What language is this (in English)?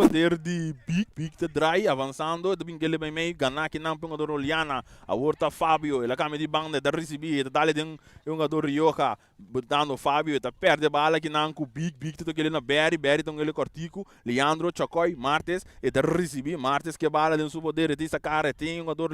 Papiamento